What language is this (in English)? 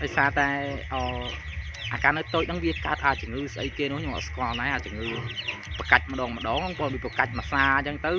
Khmer